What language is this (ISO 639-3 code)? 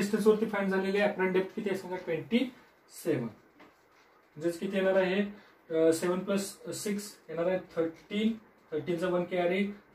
mar